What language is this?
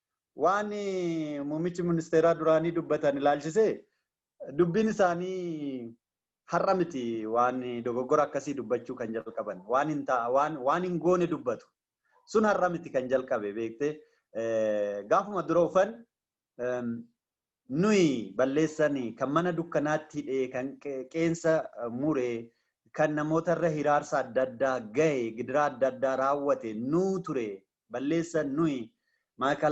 Oromo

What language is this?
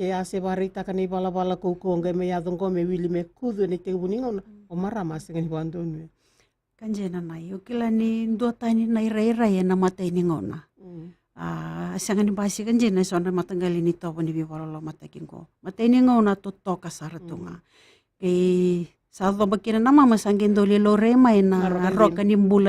Fijian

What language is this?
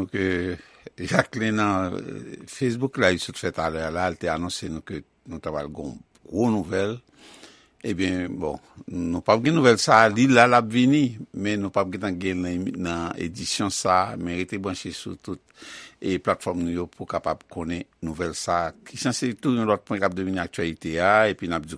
Haitian Creole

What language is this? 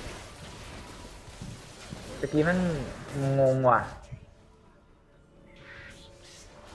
Thai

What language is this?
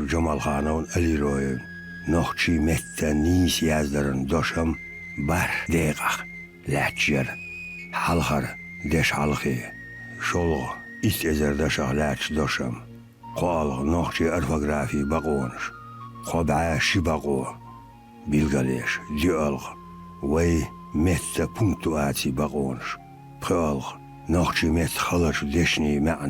Chechen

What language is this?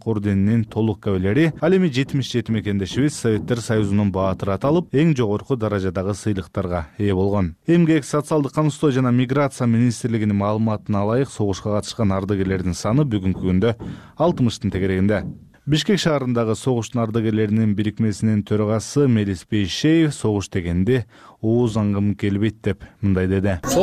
Kyrgyz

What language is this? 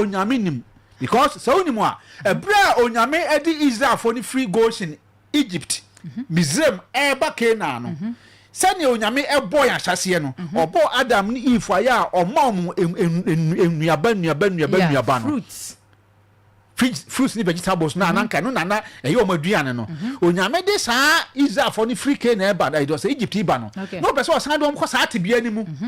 Akan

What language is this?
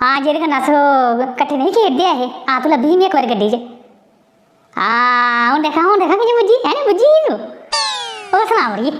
Dogri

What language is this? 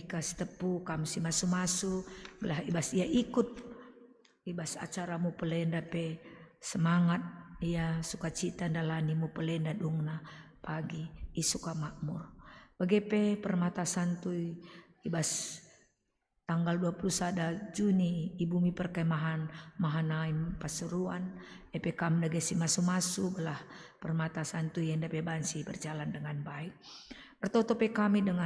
Batak Karo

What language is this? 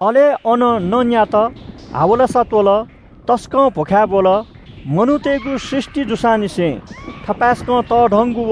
Newari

